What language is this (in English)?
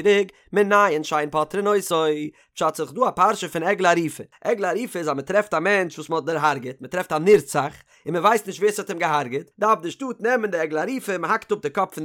Yiddish